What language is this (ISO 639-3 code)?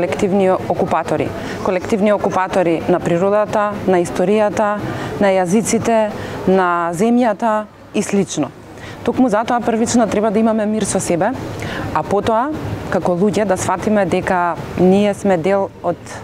mkd